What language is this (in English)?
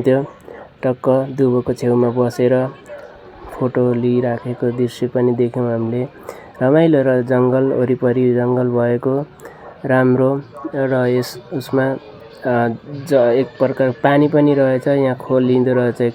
Nepali